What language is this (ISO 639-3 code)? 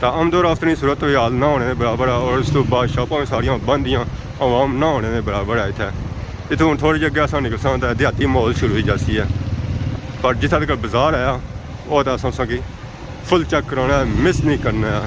phr